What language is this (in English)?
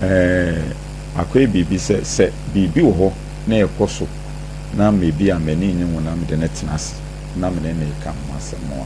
Akan